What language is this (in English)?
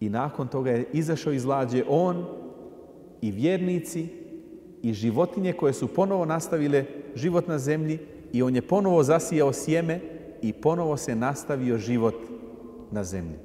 Bosnian